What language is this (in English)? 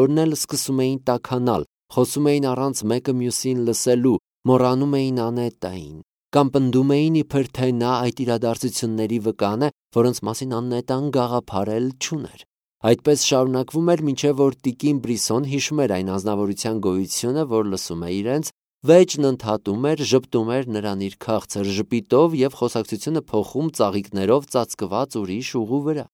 Armenian